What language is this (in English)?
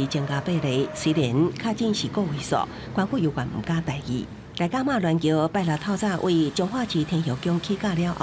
Min Nan Chinese